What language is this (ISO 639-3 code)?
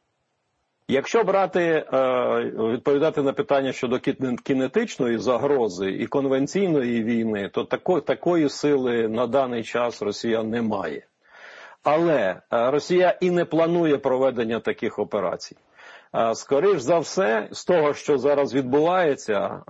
ukr